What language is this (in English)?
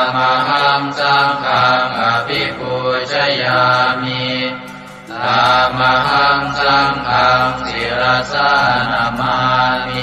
Pali